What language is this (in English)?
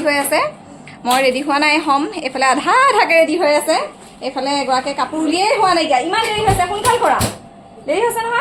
Assamese